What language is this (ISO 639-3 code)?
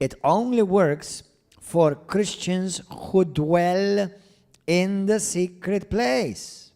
eng